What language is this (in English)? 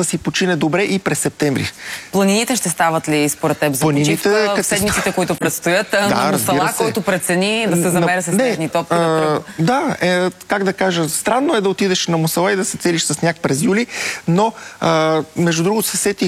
Bulgarian